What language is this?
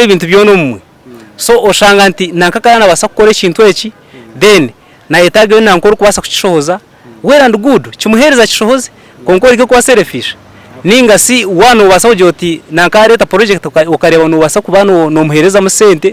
Nyankole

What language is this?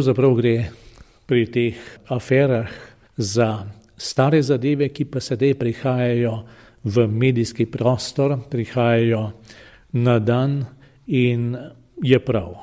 Slovenian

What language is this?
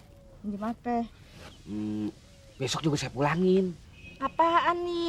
Betawi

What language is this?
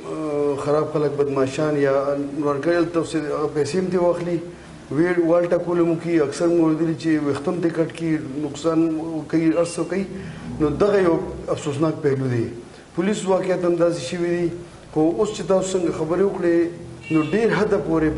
Pashto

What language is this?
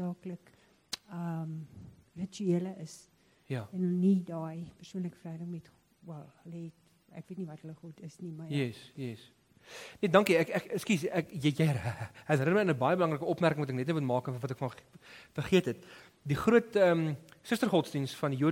Afrikaans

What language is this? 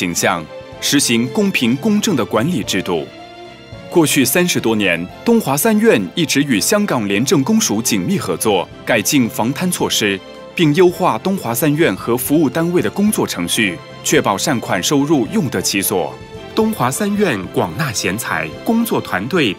Chinese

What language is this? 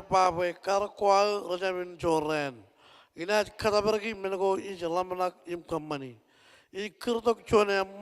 Marshallese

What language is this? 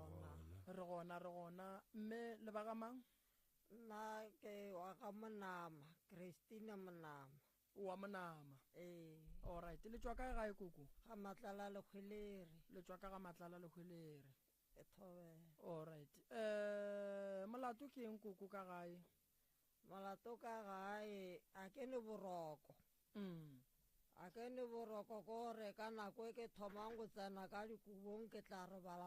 Northern Sotho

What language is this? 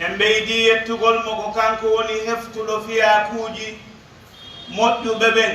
Pular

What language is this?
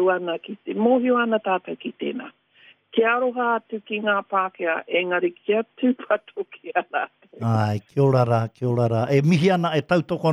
Māori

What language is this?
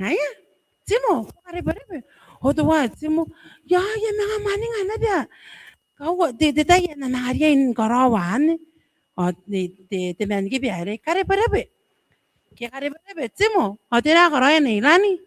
Gilbertese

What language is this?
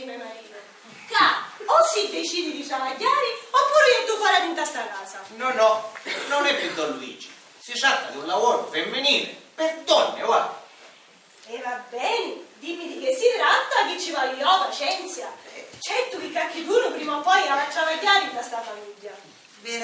Sicilian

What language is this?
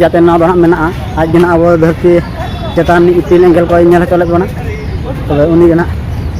Santali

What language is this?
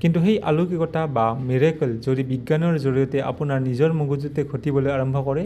Assamese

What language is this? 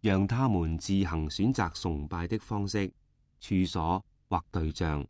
Cantonese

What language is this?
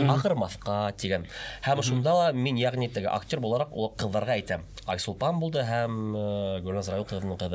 Bashkir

